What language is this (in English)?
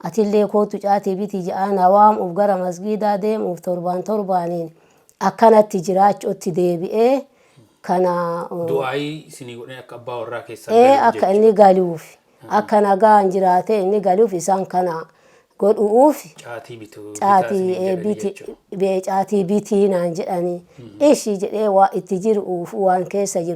Oromo